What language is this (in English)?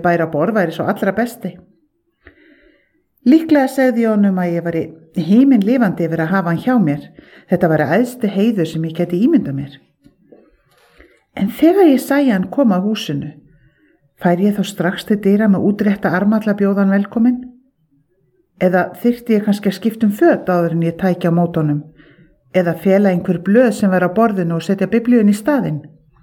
Icelandic